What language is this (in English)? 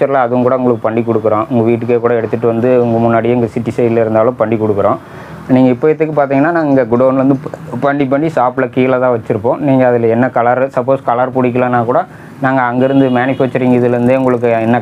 Tamil